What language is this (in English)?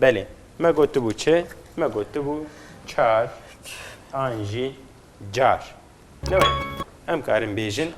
Kurdish